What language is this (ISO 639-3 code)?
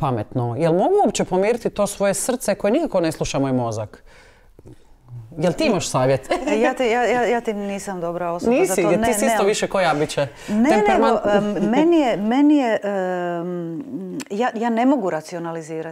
hrv